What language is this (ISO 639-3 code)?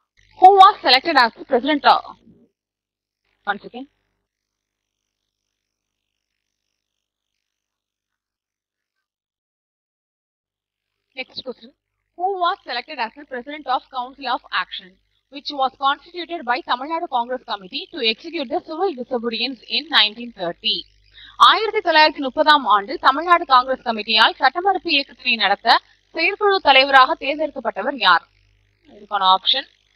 tam